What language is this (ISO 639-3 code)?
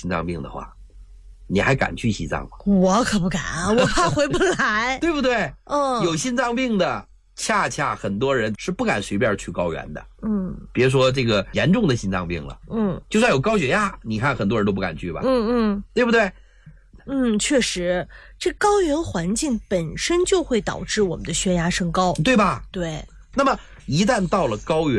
zho